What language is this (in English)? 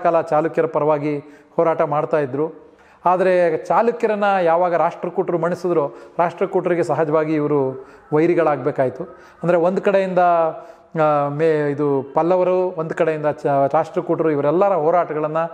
Kannada